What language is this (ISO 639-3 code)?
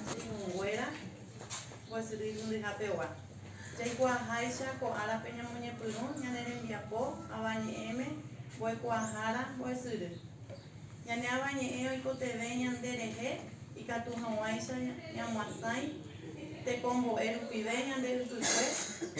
grn